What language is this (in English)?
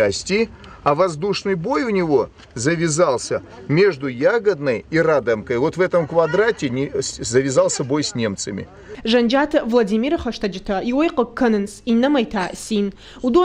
Ossetic